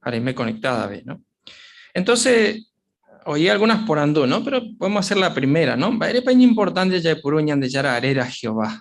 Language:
Guarani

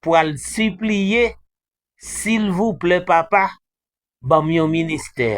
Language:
Haitian Creole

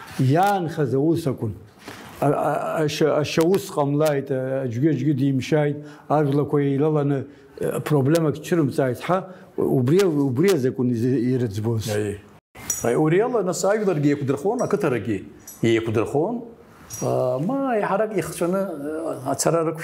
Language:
Abkhazian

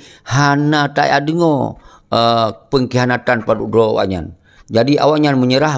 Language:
Achinese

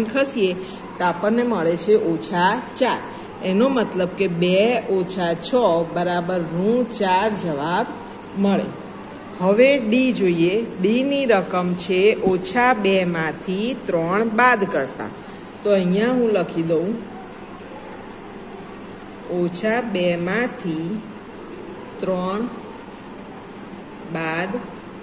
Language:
Gujarati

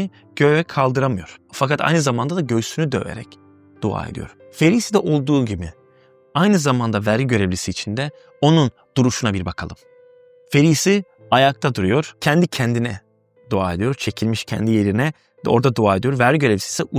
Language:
Turkish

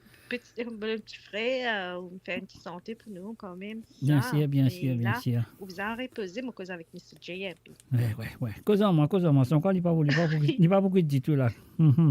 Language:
Morisyen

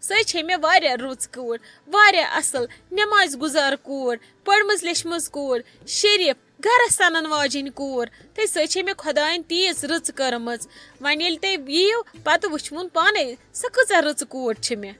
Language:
Kashmiri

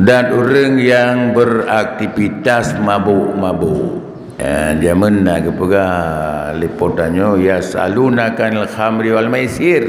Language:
Achinese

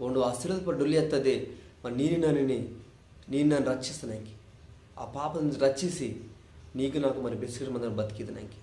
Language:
Koya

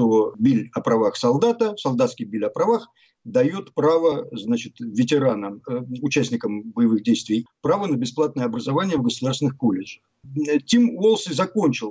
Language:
Russian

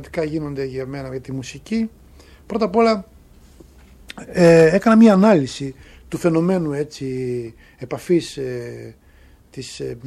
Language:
Greek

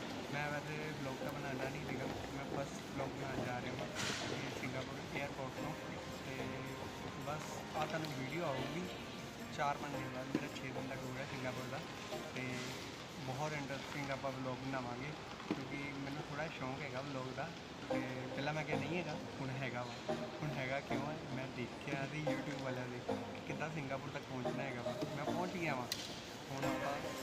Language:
Punjabi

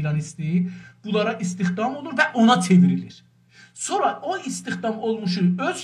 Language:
South Azerbaijani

